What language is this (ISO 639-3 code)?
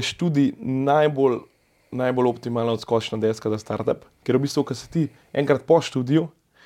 slv